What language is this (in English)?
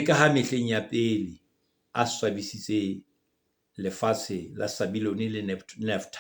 Southern Sotho